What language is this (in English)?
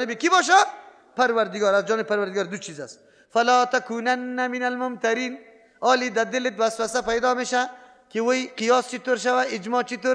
Persian